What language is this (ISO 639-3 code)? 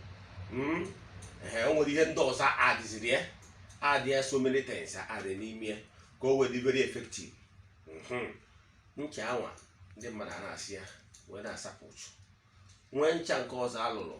ibo